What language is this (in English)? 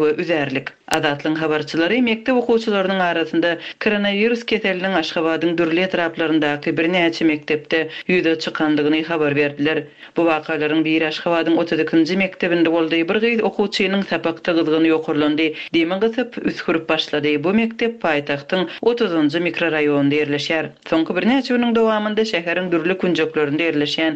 Turkmen